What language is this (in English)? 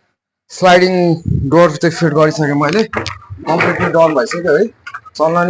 Nepali